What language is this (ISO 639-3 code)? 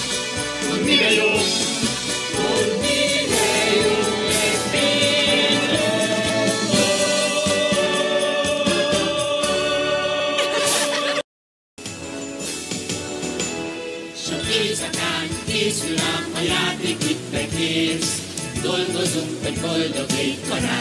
hun